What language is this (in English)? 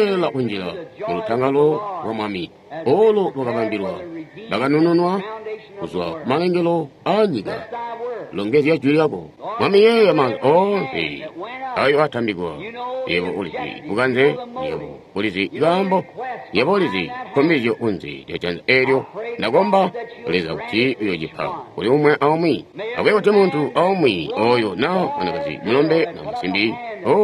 Tonga (Zambia)